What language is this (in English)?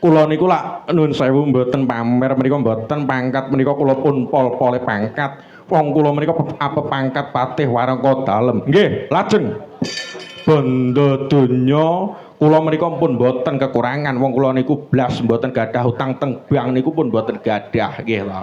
Javanese